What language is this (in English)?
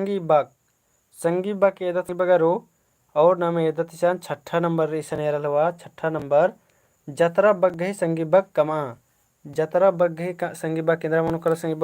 Kurukh